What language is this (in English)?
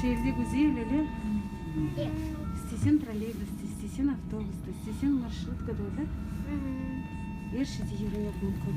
Crimean Tatar